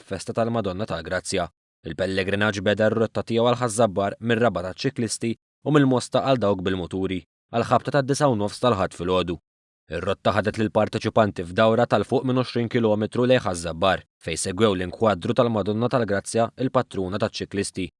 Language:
Maltese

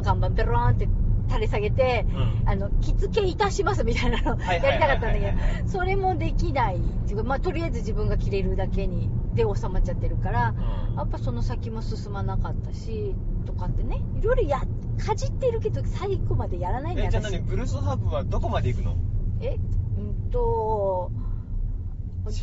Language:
Japanese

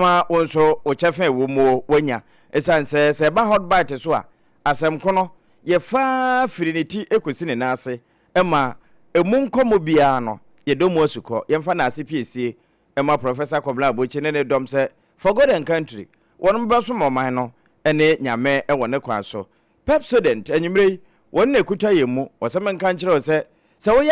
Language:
Akan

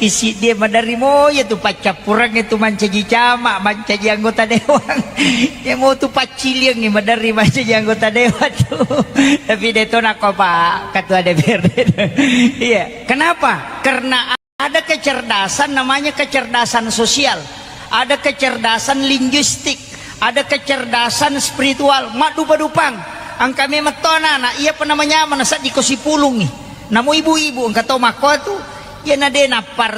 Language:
Buginese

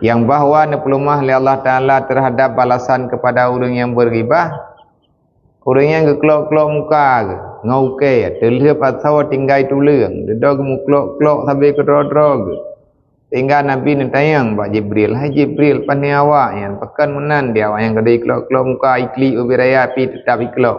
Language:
Achinese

